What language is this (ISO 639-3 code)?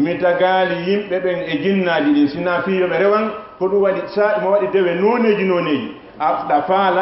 ful